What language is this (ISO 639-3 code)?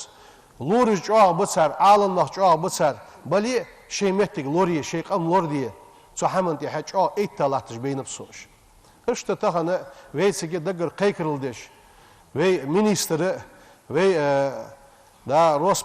inh